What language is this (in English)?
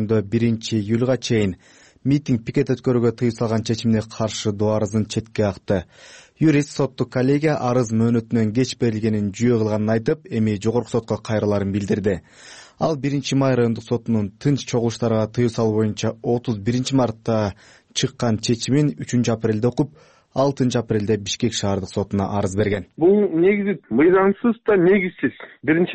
Kyrgyz